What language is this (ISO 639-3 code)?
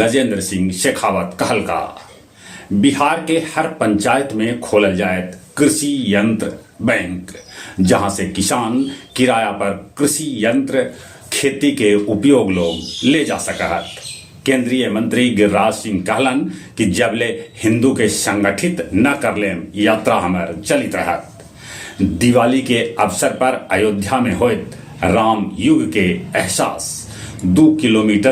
mag